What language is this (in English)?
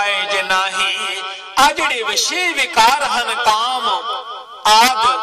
Punjabi